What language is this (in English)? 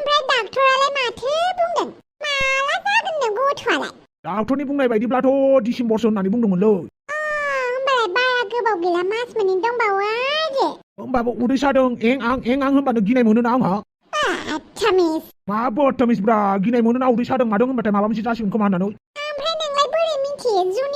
Bodo